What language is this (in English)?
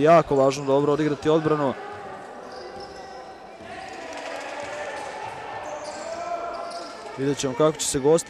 Serbian